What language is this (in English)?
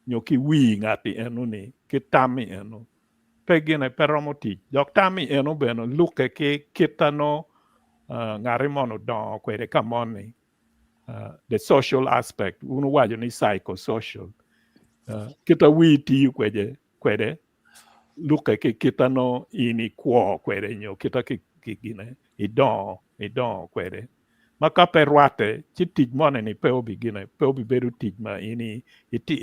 Acoli